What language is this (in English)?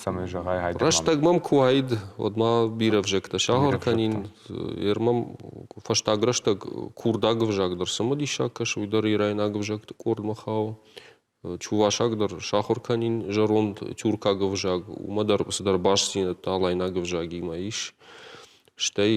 Ossetic